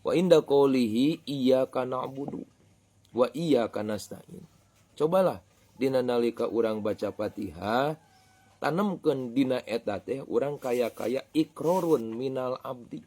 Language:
Sundanese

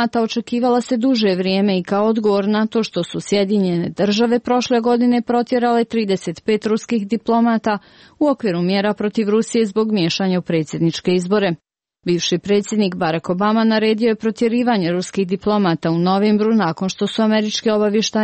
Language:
Croatian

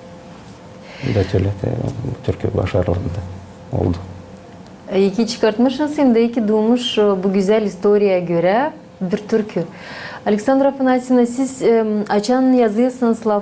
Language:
Gagauz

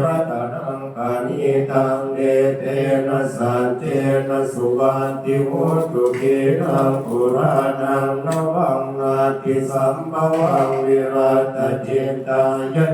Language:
Pali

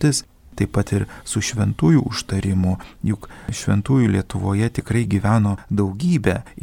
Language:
Lithuanian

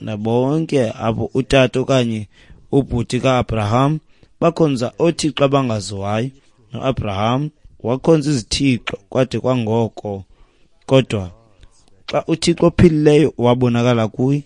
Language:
Xhosa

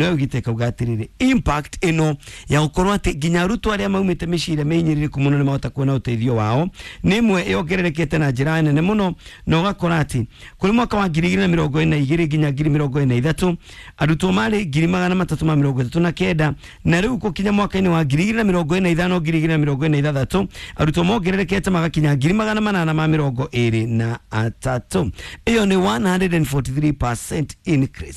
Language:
Kikuyu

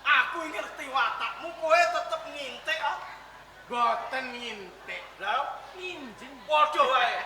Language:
Javanese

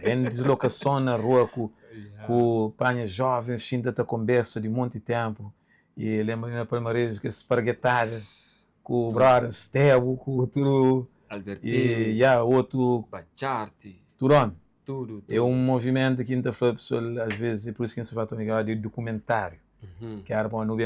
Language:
Kabuverdianu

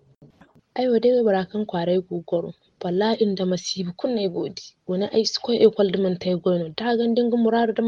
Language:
Zarma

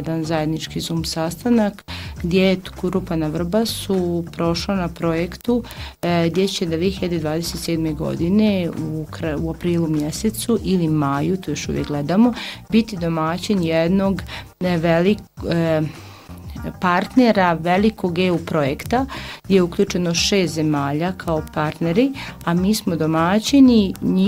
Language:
Bosnian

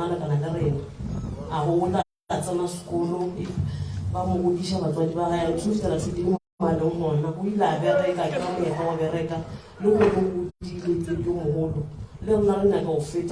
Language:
Northern Sotho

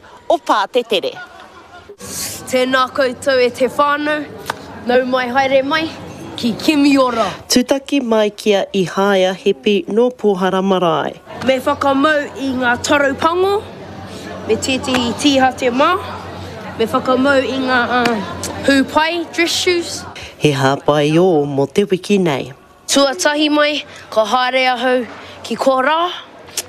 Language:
Māori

